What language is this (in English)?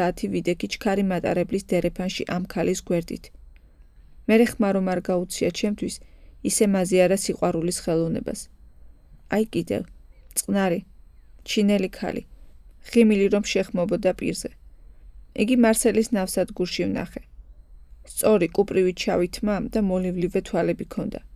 Georgian